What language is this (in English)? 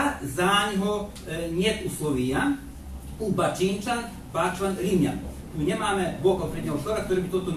Rusyn